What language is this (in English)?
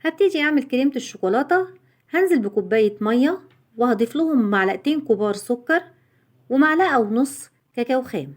Egyptian Arabic